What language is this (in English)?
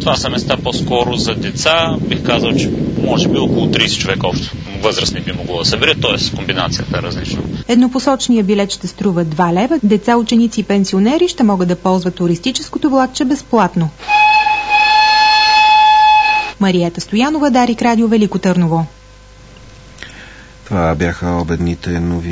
Bulgarian